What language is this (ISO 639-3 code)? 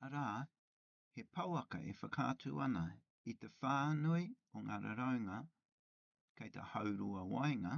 mri